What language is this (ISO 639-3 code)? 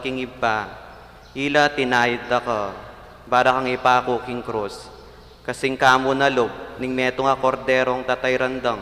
pam